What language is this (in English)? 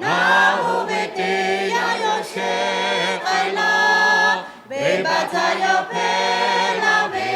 Lahu